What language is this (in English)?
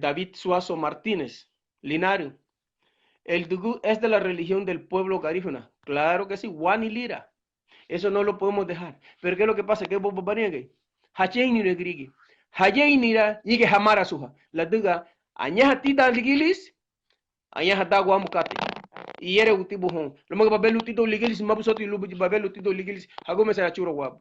Garifuna